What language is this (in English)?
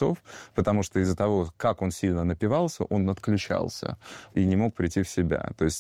Russian